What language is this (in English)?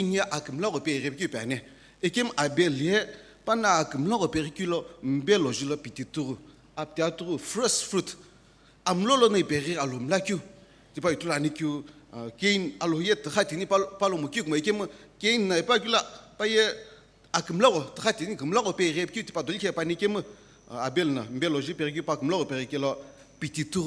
Sumi Naga